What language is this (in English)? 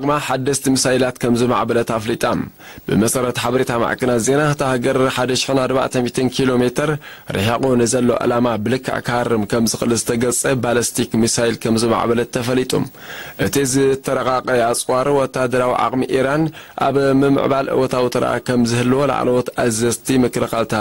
Tigrinya